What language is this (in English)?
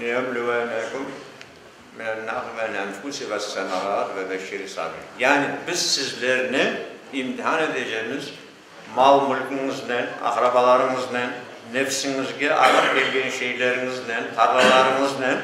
Crimean Tatar